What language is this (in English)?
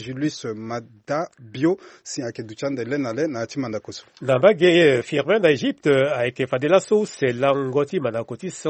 Sango